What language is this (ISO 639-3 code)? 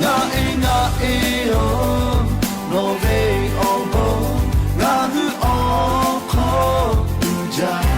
lhu